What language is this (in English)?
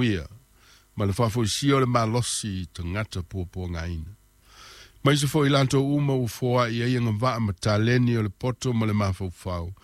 Samoan